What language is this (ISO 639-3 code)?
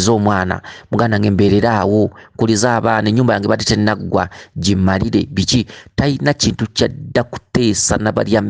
lug